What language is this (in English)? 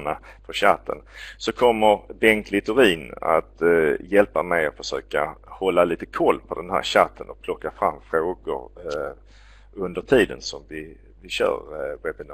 Swedish